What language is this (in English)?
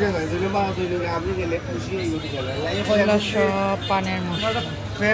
Sylheti